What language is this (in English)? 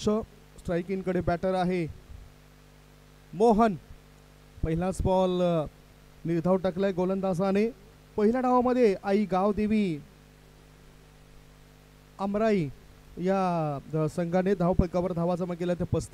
Marathi